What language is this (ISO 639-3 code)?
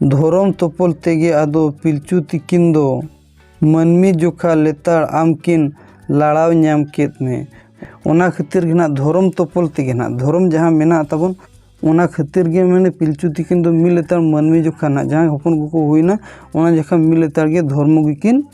sat